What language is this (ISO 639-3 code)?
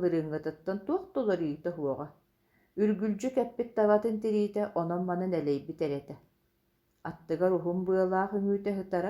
sah